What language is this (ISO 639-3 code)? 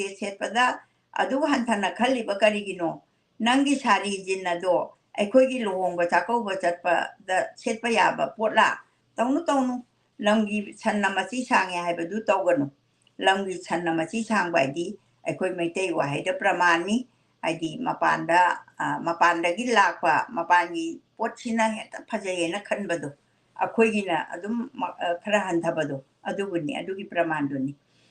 mni